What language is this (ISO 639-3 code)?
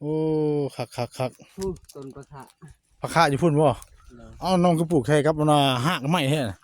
tts